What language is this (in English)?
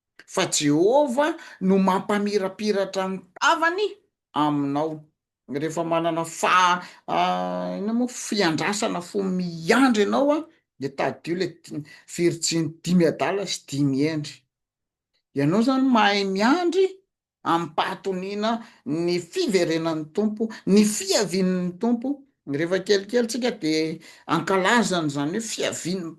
Malagasy